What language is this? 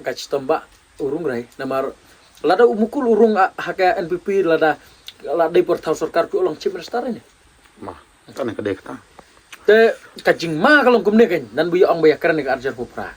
Khasi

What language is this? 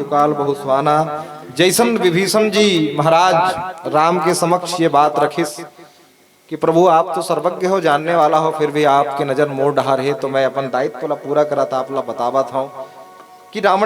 Chhattisgarhi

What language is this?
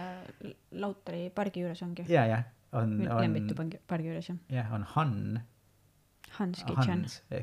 Estonian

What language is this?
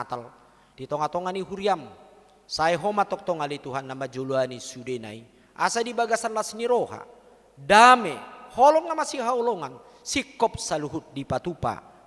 Batak Toba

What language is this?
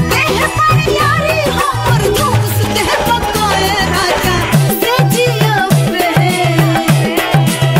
Bhojpuri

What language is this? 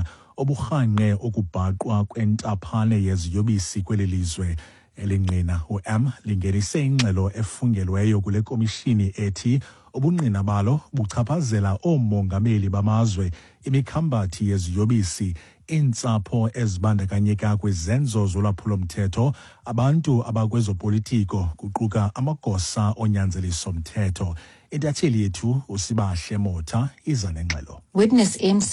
Xhosa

